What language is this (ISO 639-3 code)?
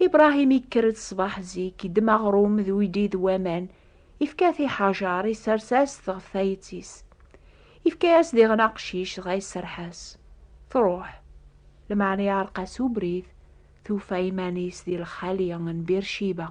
kab